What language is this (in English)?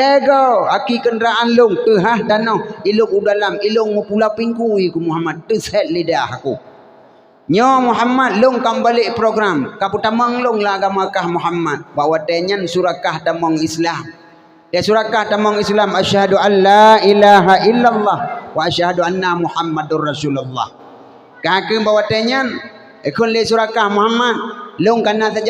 Achinese